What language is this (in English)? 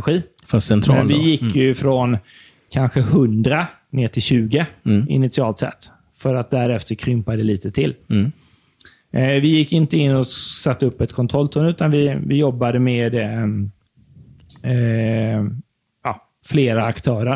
Swedish